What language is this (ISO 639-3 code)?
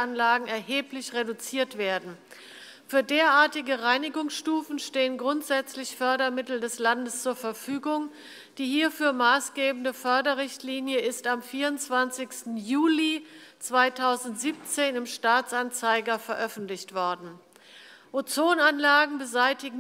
deu